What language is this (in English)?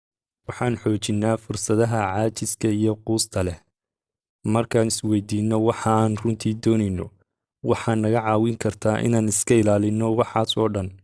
Somali